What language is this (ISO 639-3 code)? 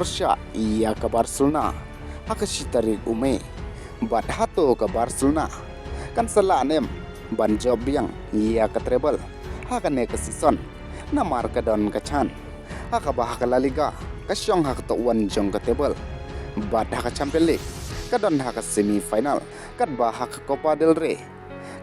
kha